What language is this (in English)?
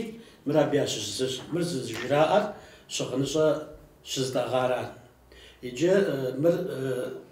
Kabardian